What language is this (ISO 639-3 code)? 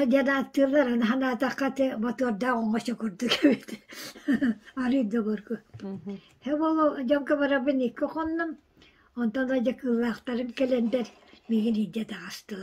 sah